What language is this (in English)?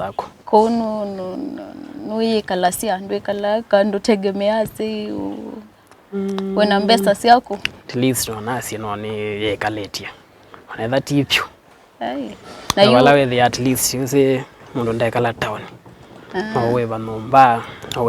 Kamba